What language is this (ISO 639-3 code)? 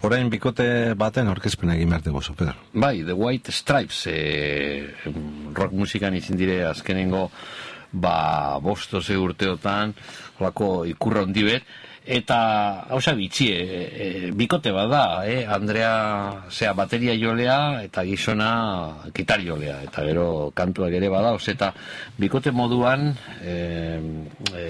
eus